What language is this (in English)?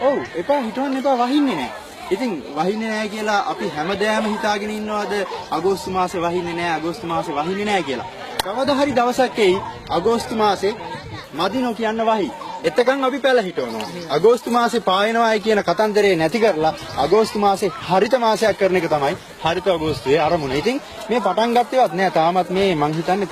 Sinhala